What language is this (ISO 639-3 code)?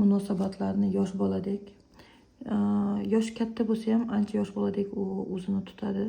uzb